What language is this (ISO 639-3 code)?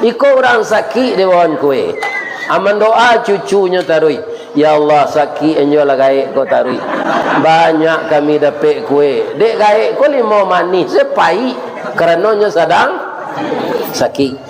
min